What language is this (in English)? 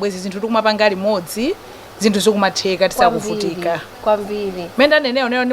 Nyanja